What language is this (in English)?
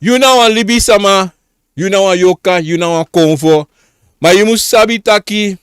Sranan Tongo